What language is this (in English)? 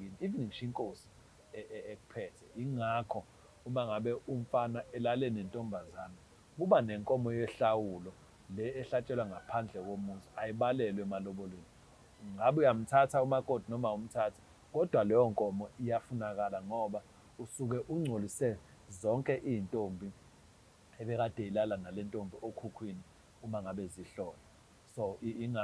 Zulu